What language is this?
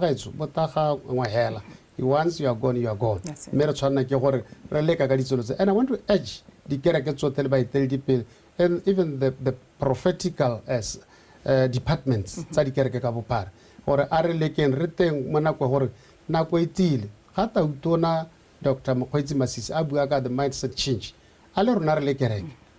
Tswana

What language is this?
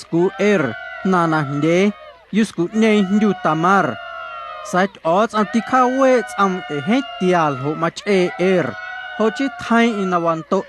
Guerrero Amuzgo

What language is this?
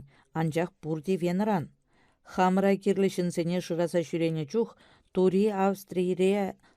Chuvash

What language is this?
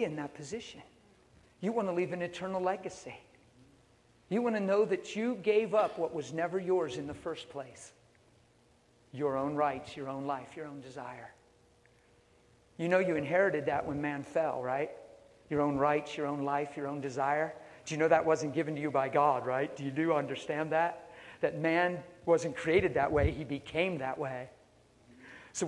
English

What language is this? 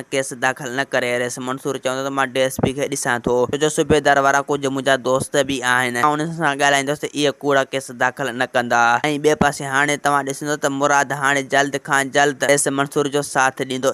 Sindhi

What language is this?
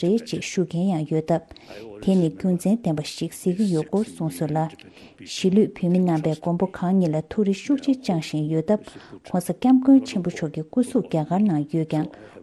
Tibetan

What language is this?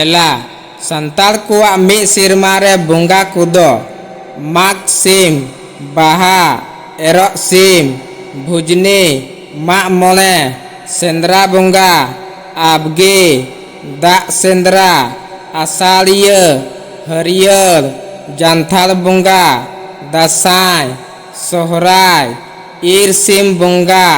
Santali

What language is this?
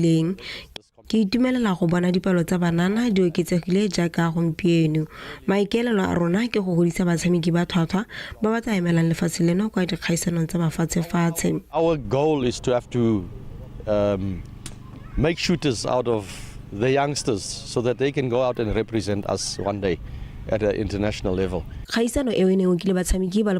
Tswana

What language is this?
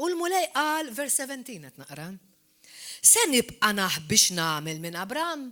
Maltese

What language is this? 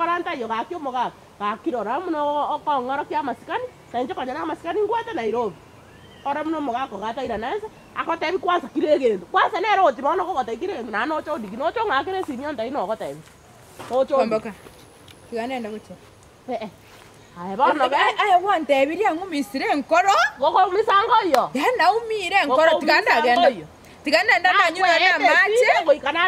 Gusii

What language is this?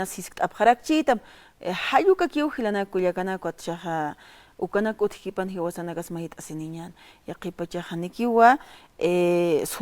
Aymara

